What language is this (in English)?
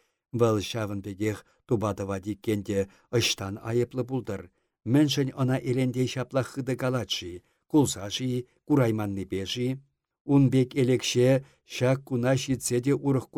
Chuvash